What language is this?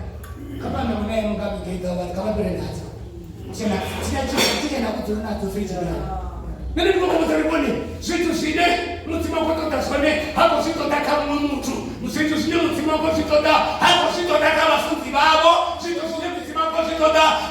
Venda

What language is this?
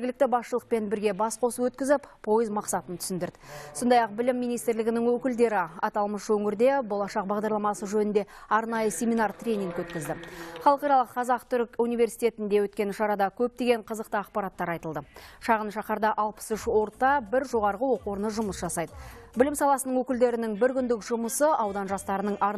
Kazakh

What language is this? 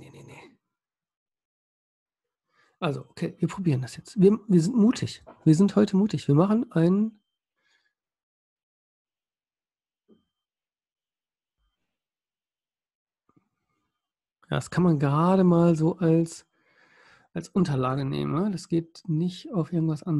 German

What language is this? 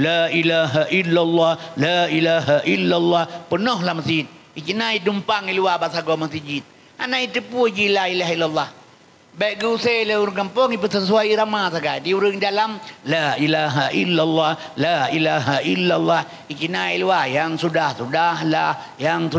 Achinese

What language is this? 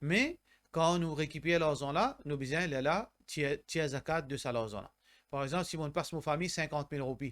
Morisyen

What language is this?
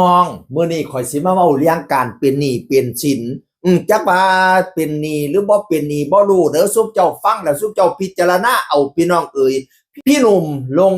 Northeastern Thai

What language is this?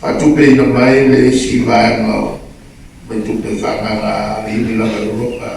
Samoan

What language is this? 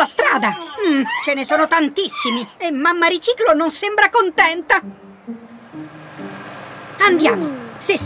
Italian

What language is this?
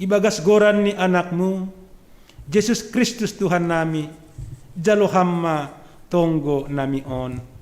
Batak Simalungun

